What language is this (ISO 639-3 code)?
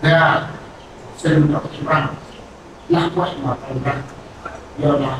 cmo